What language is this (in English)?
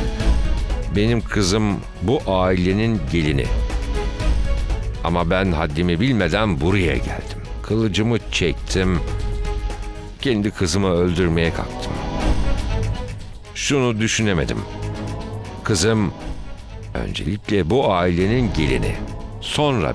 Turkish